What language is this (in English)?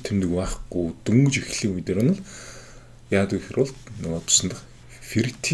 Mongolian